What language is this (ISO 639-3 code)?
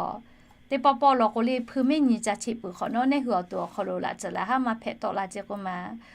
lhu